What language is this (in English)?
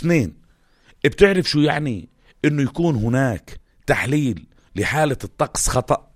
North Levantine Arabic